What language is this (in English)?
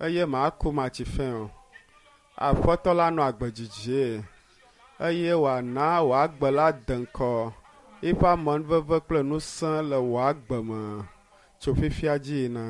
Ewe